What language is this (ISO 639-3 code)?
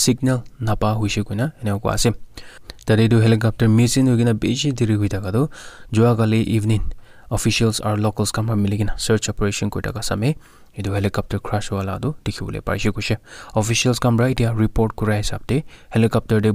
nag